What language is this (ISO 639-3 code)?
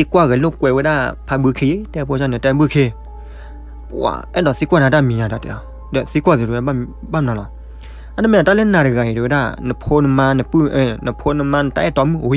ksw